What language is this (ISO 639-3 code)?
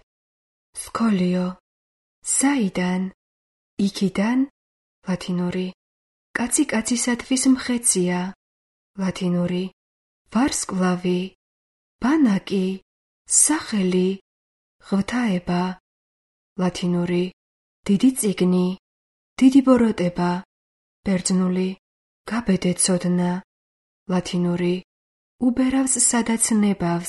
kat